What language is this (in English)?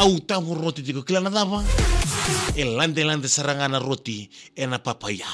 Fijian